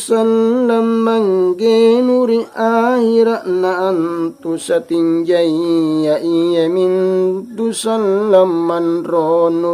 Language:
Makasar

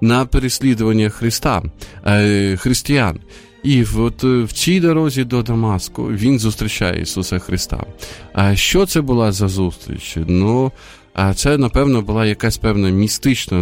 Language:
Ukrainian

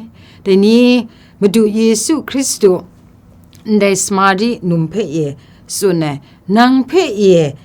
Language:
Kachin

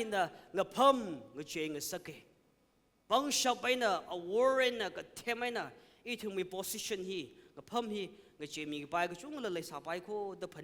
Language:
Tangkhul Naga (India)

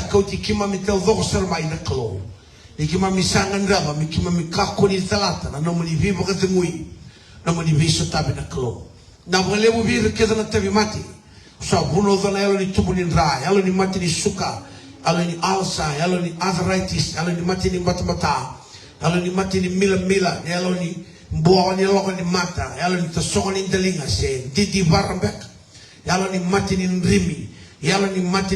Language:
Fijian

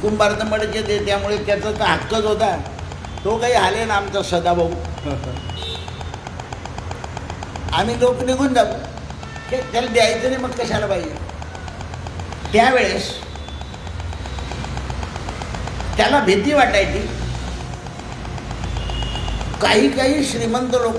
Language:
Marathi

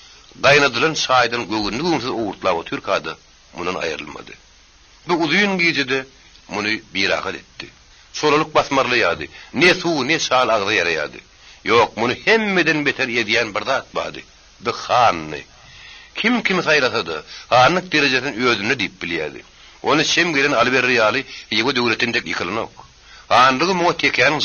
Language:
Turkmen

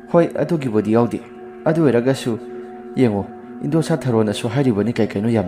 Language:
Manipuri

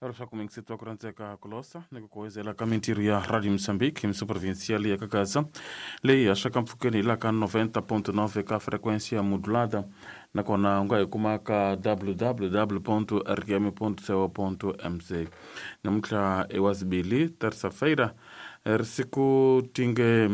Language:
Tsonga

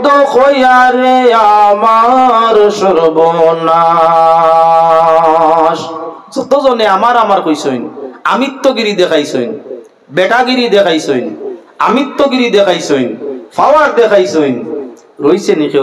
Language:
Sylheti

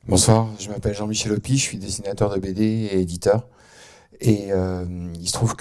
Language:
French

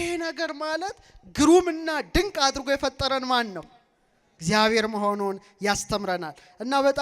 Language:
Amharic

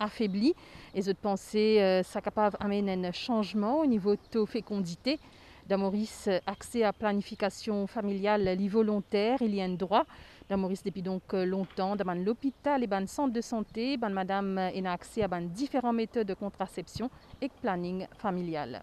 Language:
Morisyen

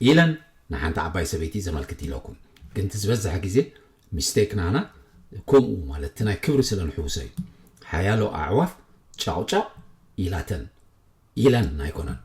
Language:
Tigrinya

